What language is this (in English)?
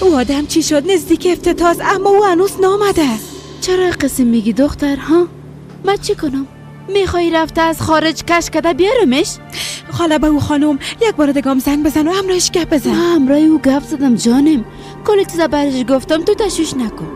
Persian